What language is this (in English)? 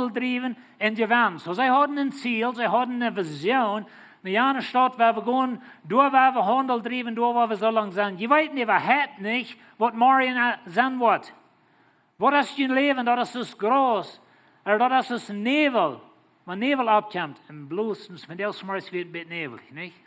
Plautdietsch